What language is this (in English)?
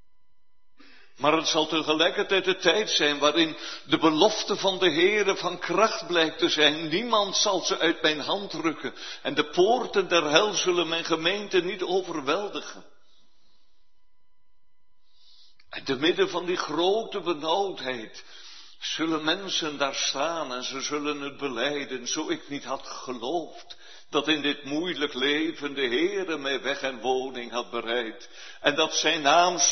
Dutch